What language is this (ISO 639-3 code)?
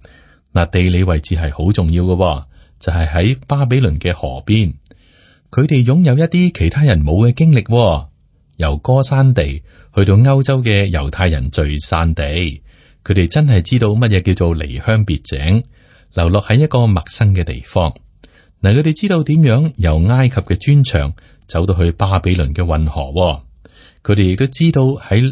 yue